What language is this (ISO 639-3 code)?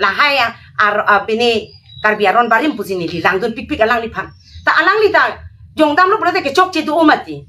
mjw